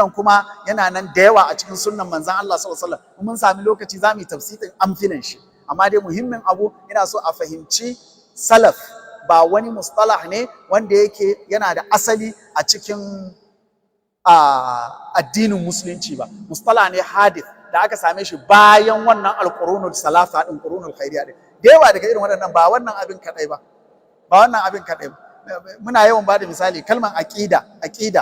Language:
Hausa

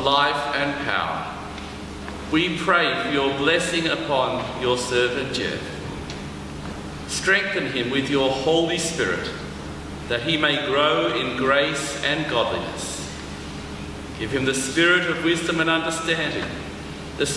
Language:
English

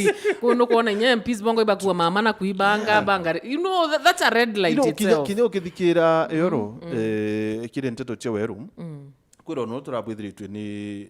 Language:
Meru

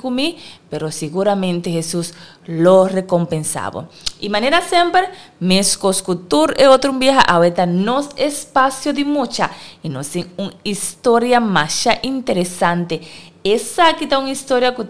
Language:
Papiamento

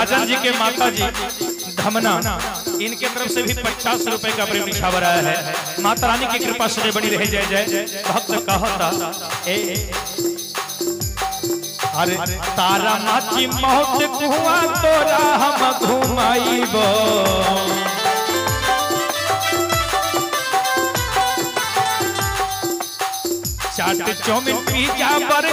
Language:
Bhojpuri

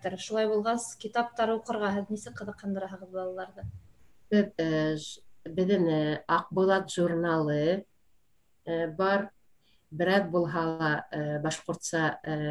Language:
Bashkir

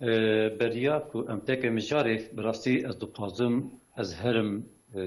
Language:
Kurdish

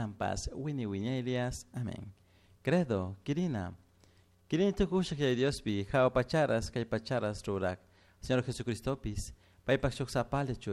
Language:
Chimborazo Highland Quichua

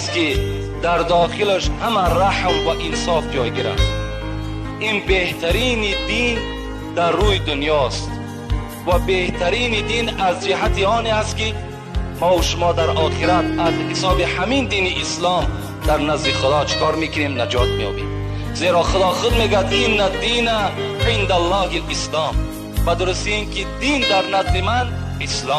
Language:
Tajik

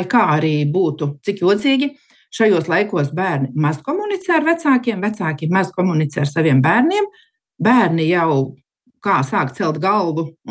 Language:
Latvian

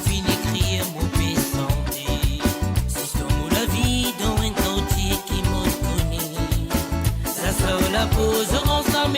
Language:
Morisyen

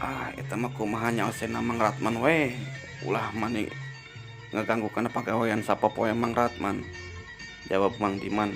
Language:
Sundanese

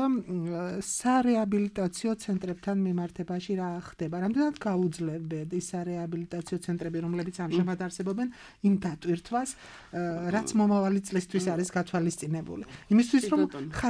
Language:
Georgian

